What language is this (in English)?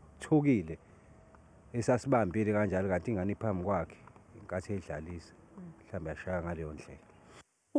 Zulu